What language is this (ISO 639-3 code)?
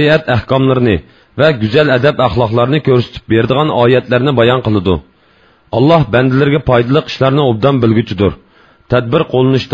uig